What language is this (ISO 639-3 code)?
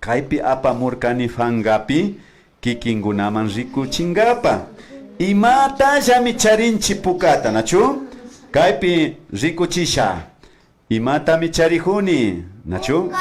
qvi